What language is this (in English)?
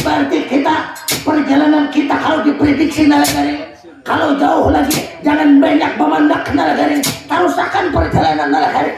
Banjar